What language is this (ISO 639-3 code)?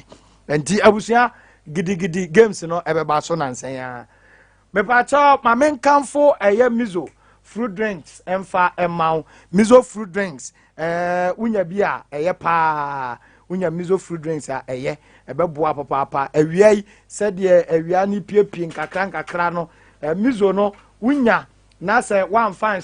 aka